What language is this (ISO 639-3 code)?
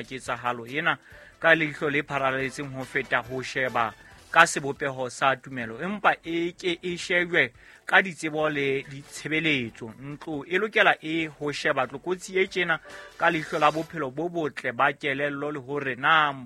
sot